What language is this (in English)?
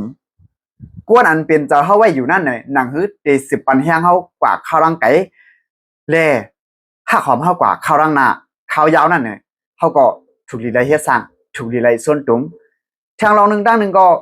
Shan